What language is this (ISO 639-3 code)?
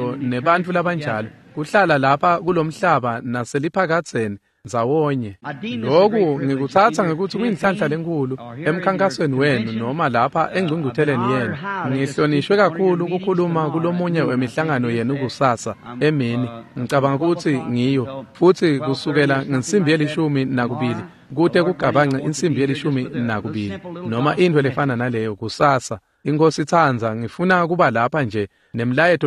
ssw